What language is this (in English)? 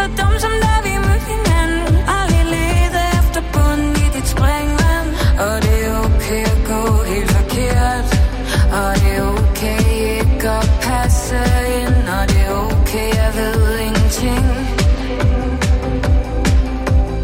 Danish